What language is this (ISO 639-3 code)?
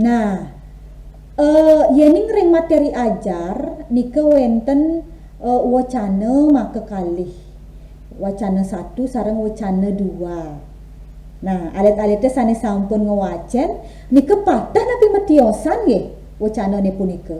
ban